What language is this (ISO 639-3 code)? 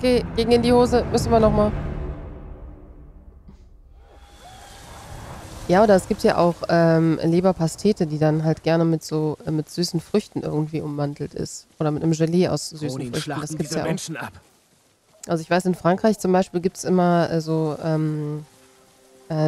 deu